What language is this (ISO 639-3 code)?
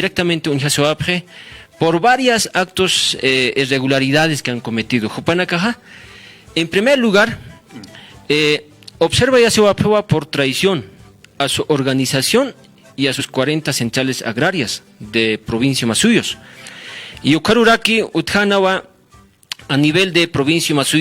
aym